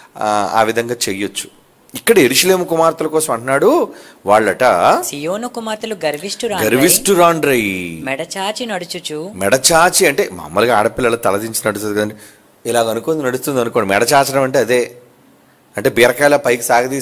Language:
Telugu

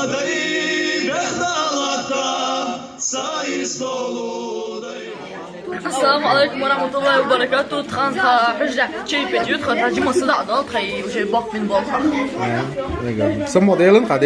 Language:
Chechen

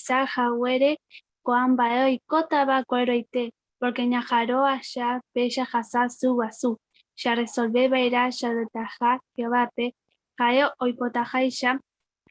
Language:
Guarani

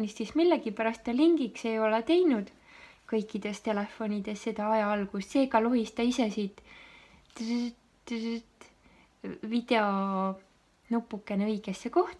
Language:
Estonian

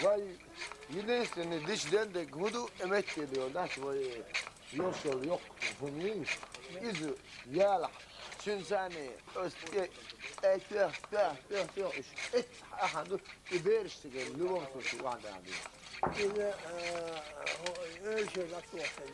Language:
Chechen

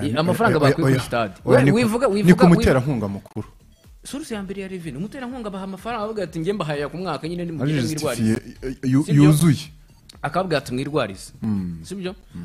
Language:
Kinyarwanda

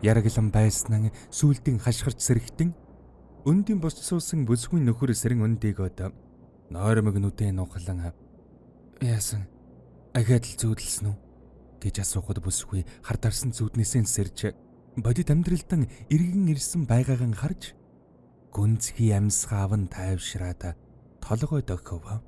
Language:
Mongolian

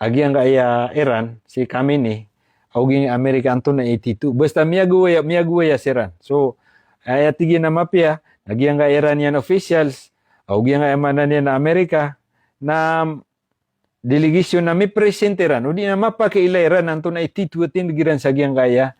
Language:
Maranao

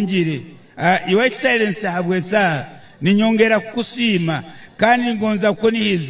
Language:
Nyankole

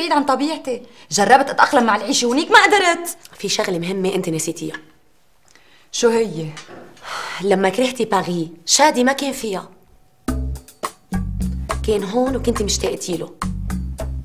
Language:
North Levantine Arabic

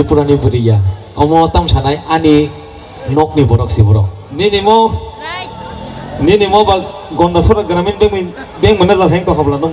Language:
Kok Borok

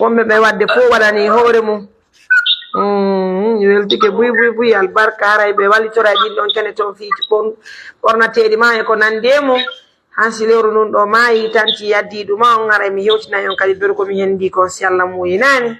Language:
Pular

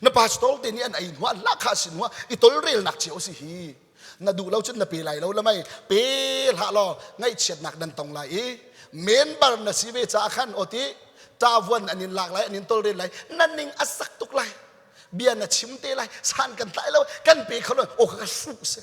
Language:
Hakha Chin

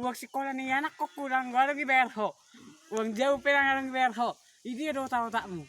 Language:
Batak Toba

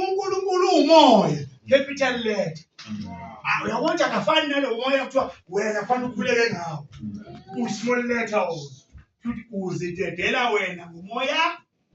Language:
Zulu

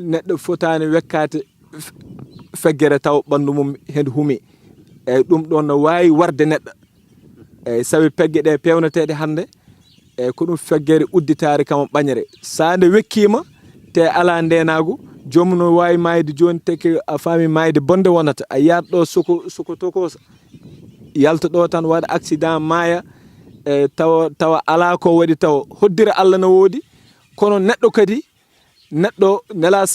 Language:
Fula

